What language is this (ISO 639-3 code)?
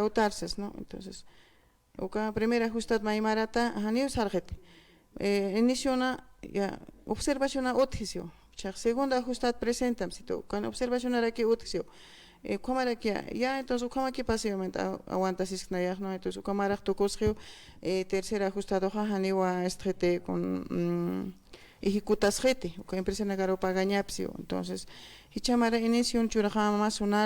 aym